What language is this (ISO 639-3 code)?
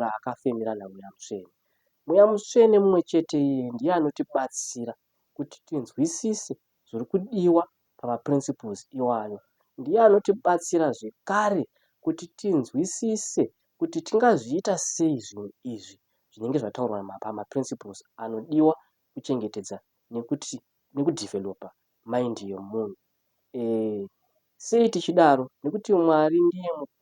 sna